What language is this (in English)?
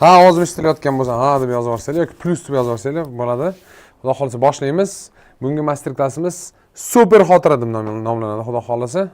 Uzbek